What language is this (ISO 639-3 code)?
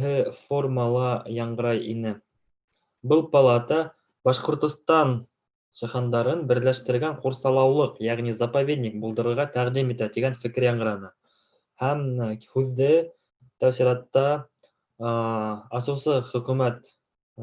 bak